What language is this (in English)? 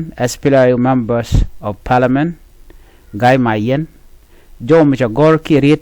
Nuer